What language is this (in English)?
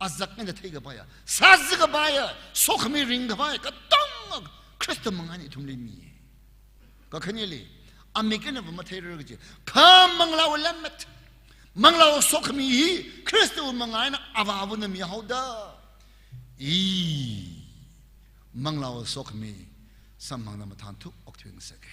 Tangkhul Naga (India)